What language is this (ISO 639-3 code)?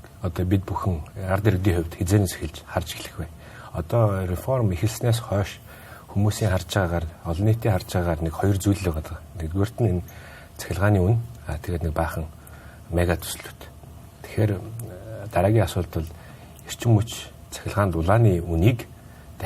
mon